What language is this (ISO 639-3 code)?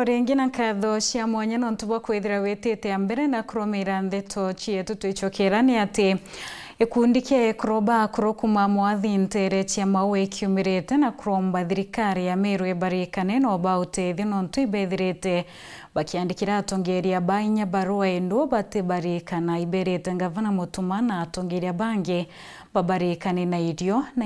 mer